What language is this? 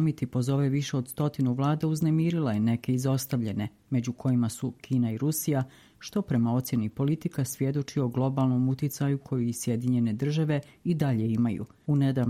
Croatian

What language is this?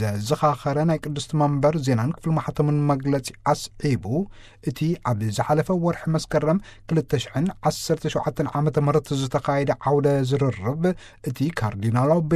Tigrinya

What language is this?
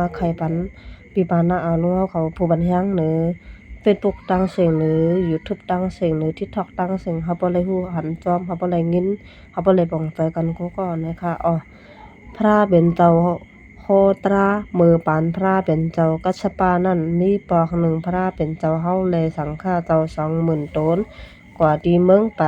Shan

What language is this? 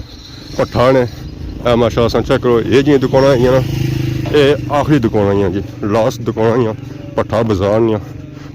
Pahari-Potwari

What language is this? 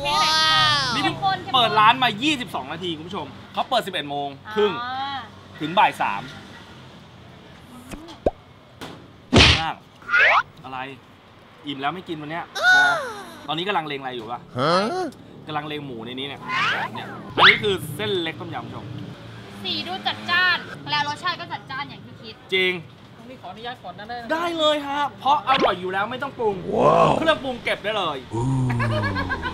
Thai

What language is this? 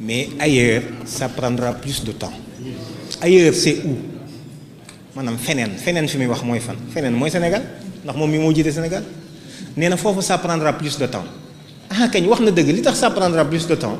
Wolof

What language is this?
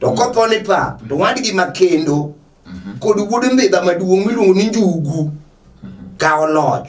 Luo (Kenya and Tanzania)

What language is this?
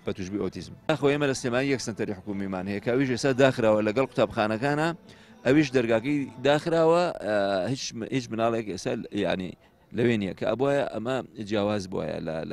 Central Kurdish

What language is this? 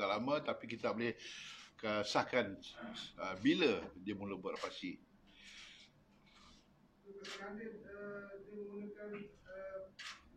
Malay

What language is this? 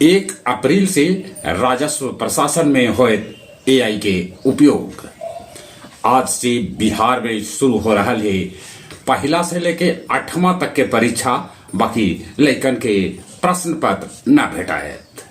Magahi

